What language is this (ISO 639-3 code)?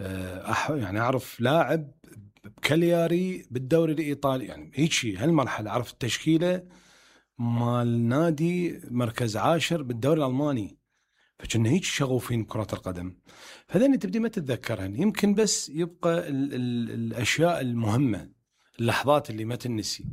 acm